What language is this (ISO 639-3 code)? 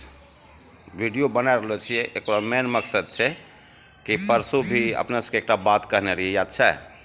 anp